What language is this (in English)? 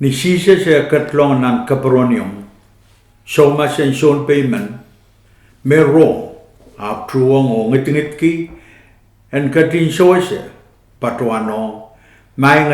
Pohnpeian